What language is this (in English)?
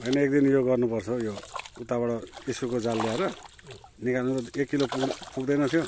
Nepali